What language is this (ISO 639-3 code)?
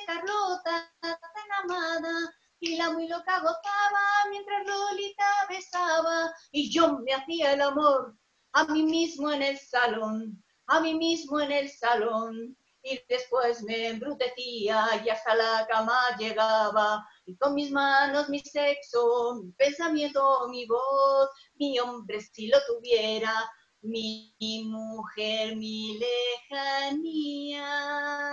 spa